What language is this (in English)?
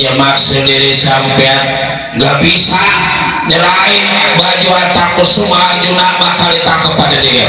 Betawi